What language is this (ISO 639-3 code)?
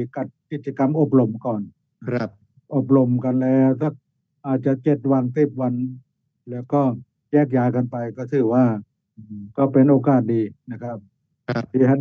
tha